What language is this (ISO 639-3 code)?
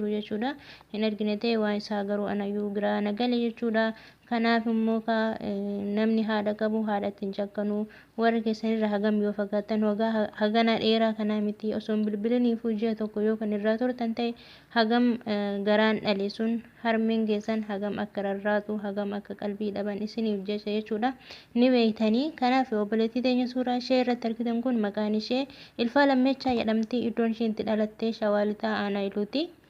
orm